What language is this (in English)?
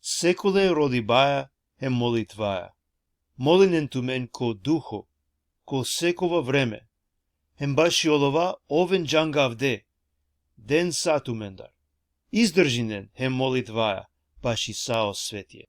Balkan Romani